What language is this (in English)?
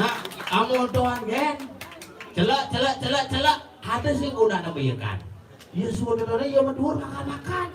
Balinese